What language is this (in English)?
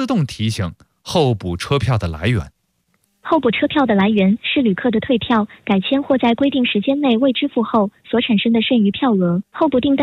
Chinese